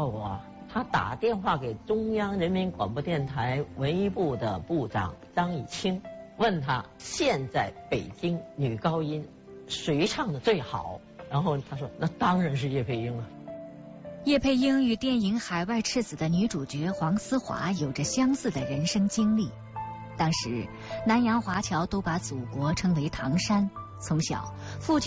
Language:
Chinese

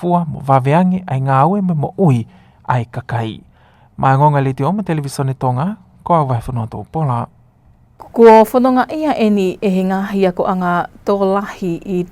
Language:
Tongan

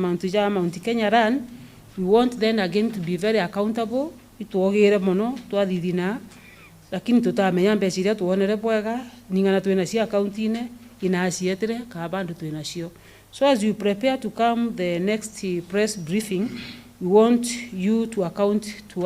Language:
Meru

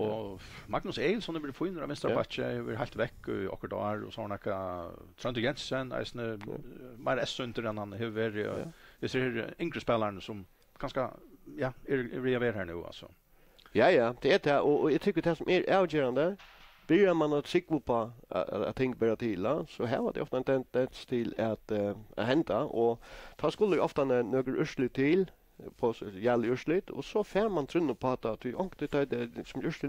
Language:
Faroese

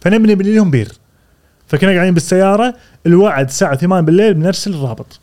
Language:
Gulf Arabic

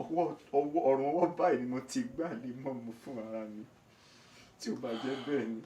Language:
Yoruba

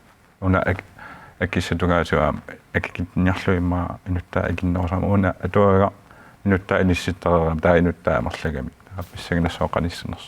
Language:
Kalaallisut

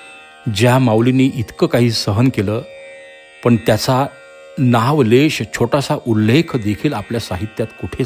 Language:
Marathi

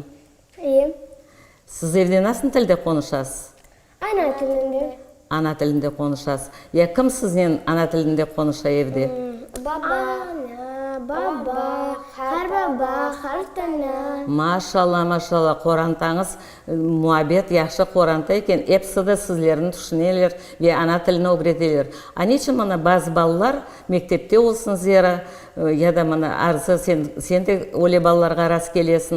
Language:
Crimean Tatar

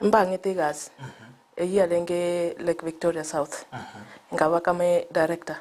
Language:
Gusii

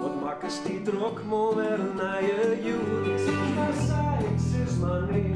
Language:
Western Frisian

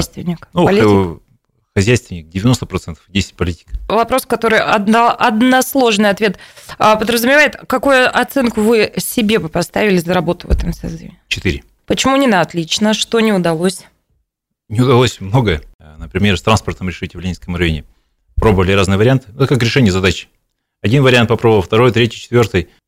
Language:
Russian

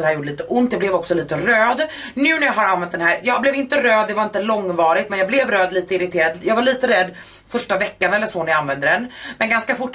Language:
Swedish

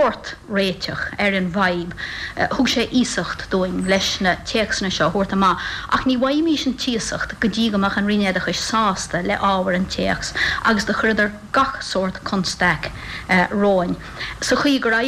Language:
Irish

